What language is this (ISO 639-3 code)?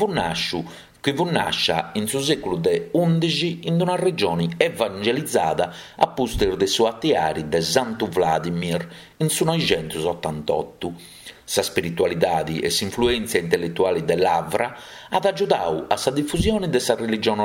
srd